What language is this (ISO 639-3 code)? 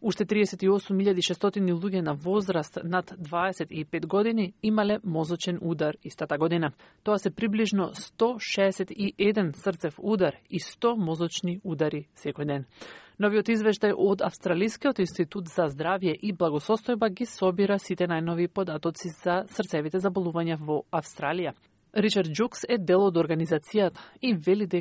mkd